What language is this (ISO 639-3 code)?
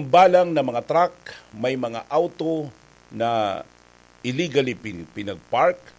bik